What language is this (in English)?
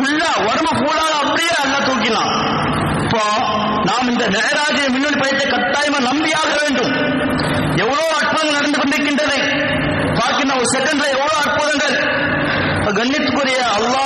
Tamil